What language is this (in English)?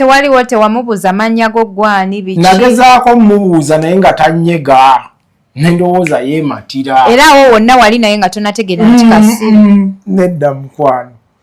Ganda